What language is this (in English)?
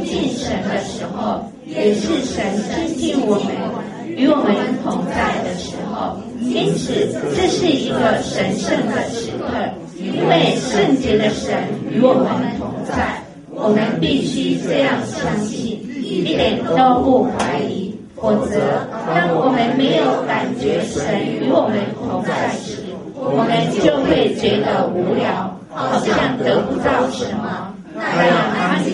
Chinese